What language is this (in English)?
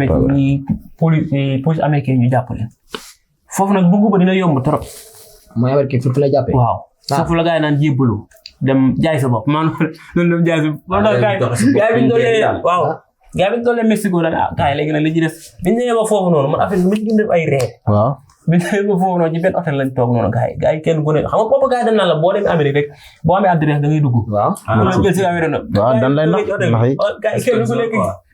Wolof